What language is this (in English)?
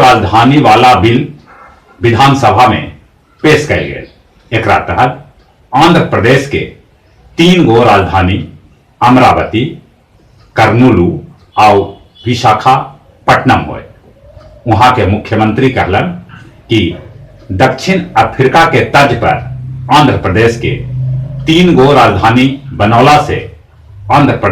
Magahi